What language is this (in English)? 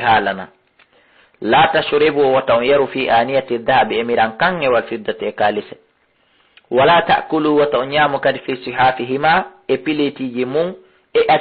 Fula